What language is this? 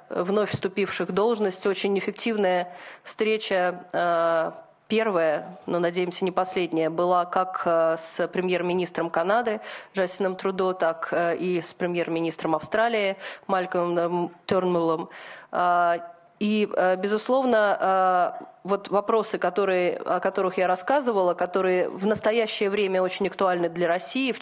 Russian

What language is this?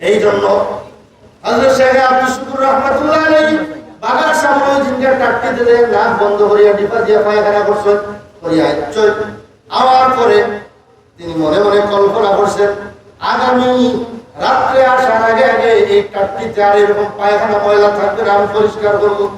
Sylheti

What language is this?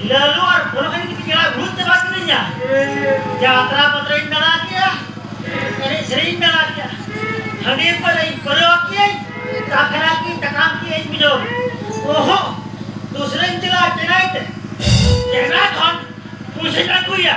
Santali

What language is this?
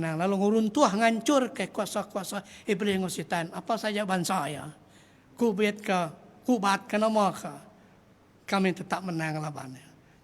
Iban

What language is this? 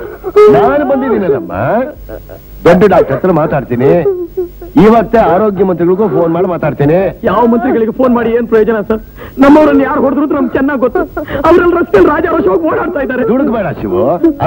Kannada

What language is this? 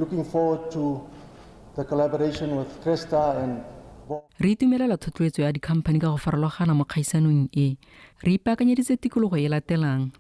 Tswana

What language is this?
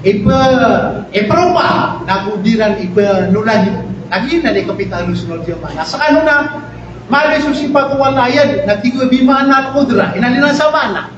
Maranao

